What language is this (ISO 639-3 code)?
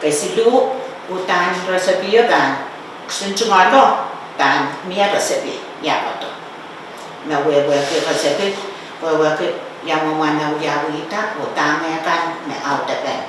pon